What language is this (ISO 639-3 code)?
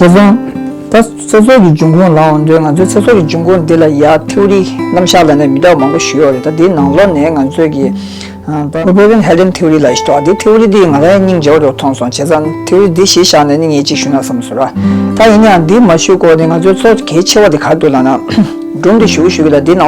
bod